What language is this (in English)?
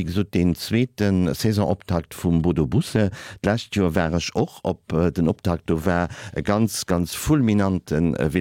Luxembourgish